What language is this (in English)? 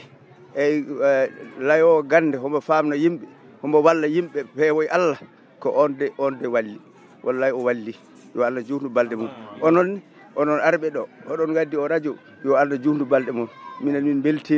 Fula